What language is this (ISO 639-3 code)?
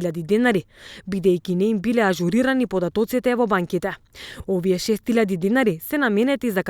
mkd